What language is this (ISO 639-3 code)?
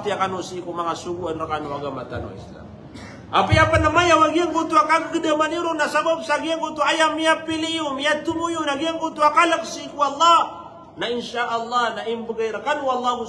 mrw